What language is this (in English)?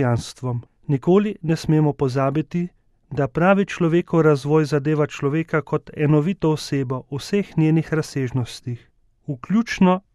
Slovenian